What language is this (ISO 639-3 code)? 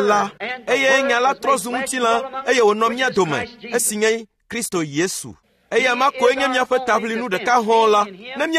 ewe